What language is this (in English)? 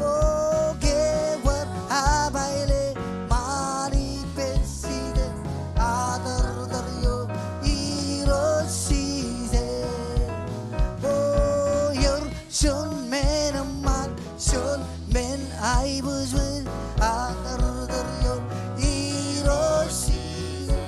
Marshallese